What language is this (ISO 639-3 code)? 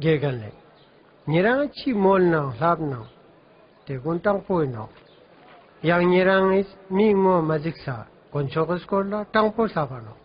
lbj